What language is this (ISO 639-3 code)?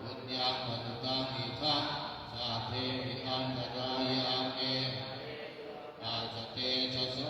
pli